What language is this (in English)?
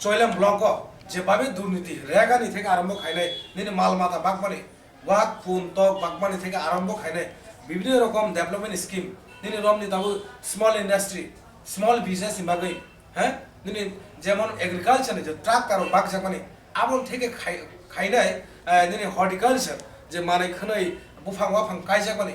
Kok Borok